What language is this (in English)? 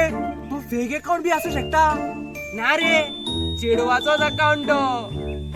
Konkani